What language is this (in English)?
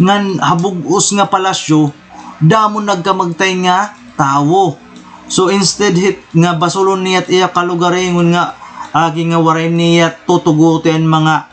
Waray